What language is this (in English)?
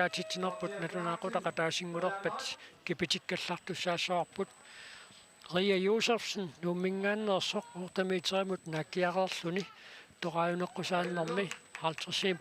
Kalaallisut